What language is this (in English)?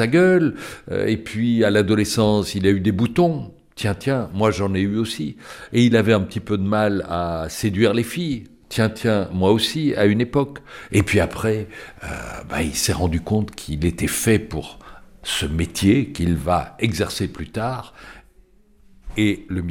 French